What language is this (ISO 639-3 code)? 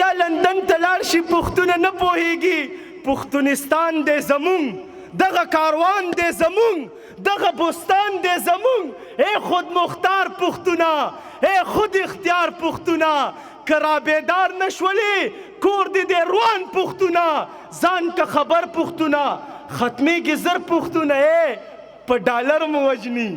pus